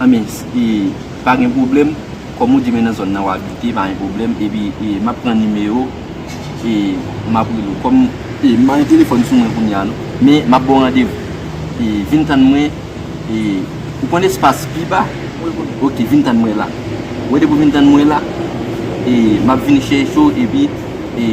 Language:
Haitian Creole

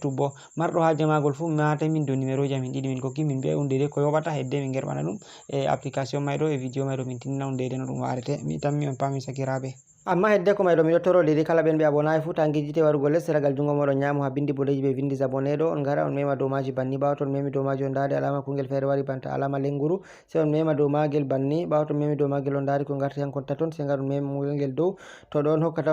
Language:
Fula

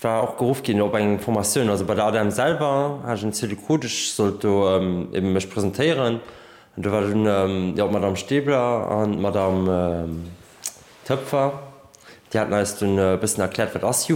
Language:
Luxembourgish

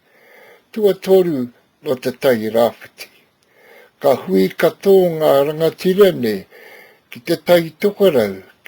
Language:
Māori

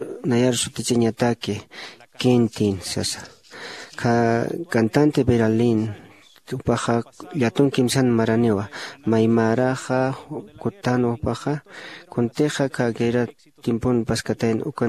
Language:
Aymara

